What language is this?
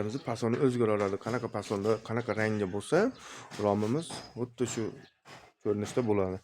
Uzbek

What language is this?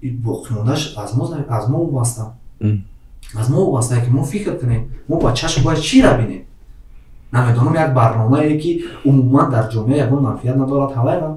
Tajik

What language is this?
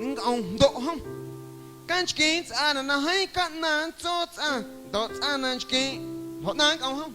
Guerrero Amuzgo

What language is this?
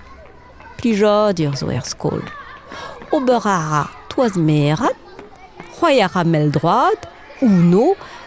Breton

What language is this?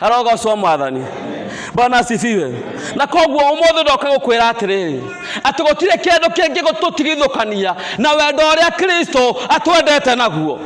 Kikuyu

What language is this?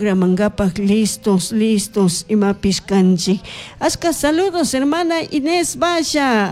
Chimborazo Highland Quichua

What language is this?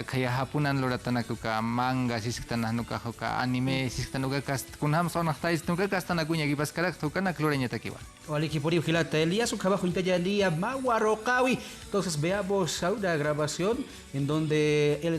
Aymara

